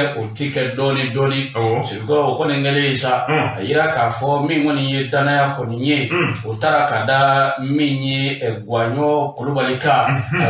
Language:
Bambara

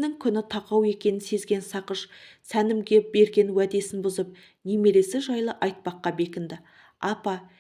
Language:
Kazakh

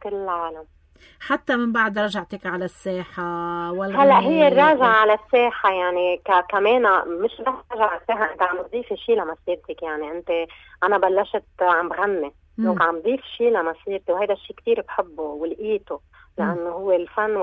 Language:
North Levantine Arabic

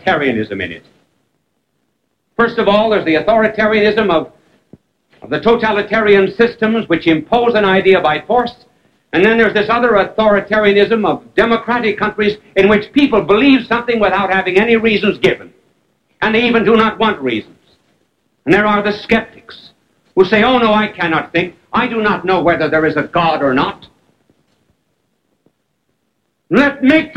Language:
English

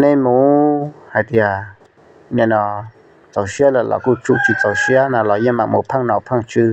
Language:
Hmong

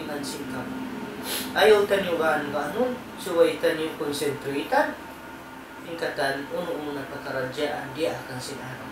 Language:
Tausug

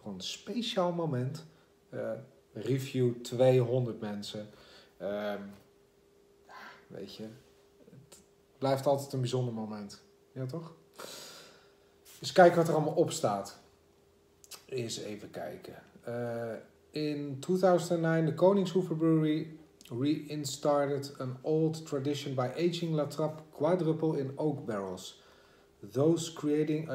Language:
Dutch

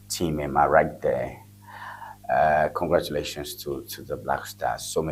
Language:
Ewe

